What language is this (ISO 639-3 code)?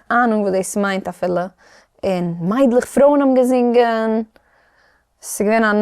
yid